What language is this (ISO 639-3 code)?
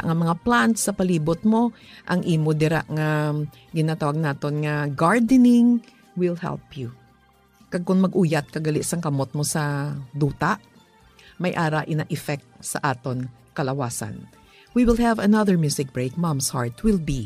hil